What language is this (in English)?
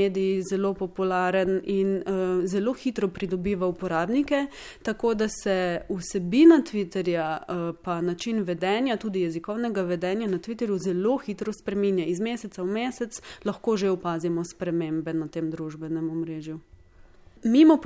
Slovenian